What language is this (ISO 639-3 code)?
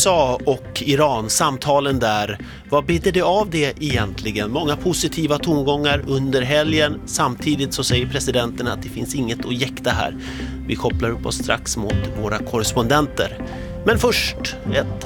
swe